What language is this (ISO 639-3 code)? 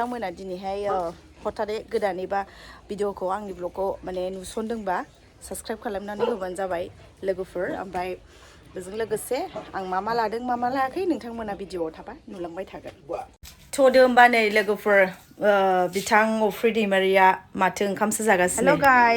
brx